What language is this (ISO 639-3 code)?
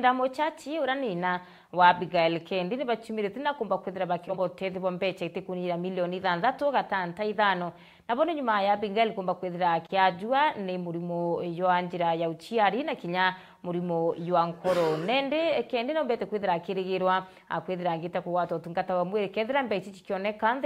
mer